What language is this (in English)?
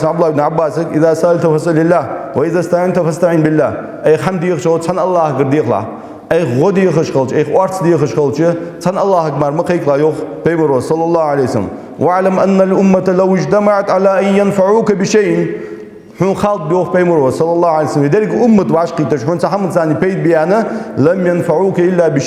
Ingush